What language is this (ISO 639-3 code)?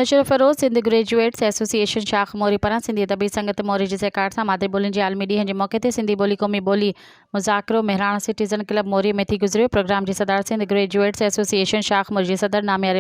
snd